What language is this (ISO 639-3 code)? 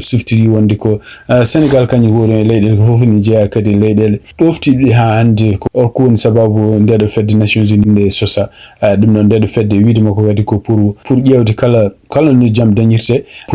ful